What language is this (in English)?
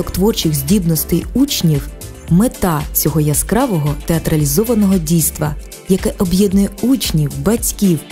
Ukrainian